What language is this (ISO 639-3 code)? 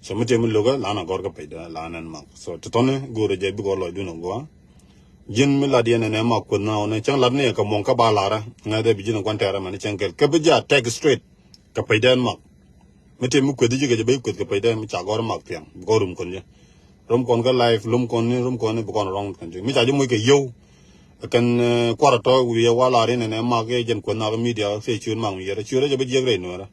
nus